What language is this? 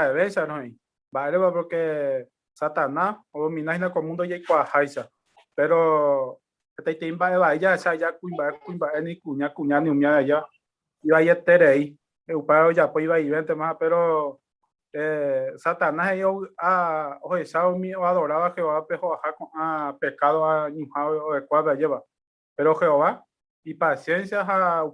Guarani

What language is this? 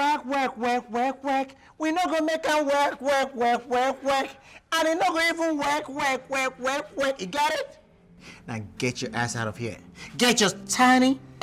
Nigerian Pidgin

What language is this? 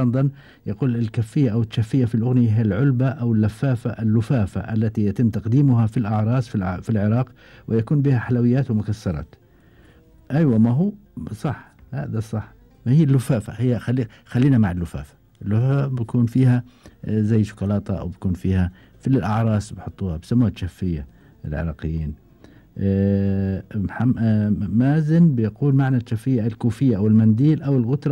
Gulf Arabic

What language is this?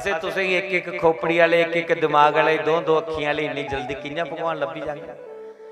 Dogri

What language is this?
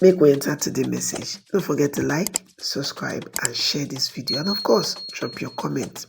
Nigerian Pidgin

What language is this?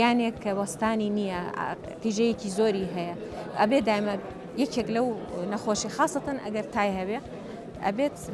Central Kurdish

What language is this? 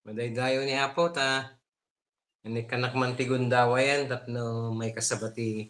Iloko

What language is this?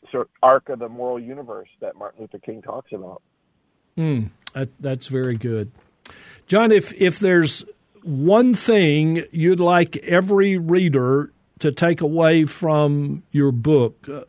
English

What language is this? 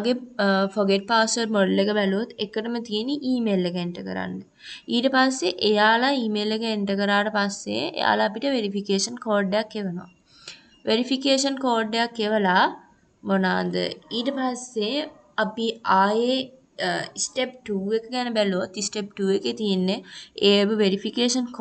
Sinhala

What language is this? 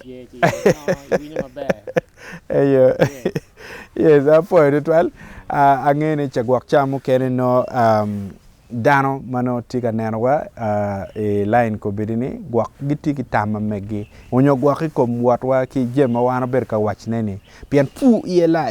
Acoli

